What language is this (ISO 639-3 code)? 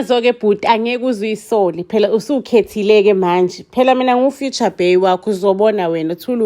zul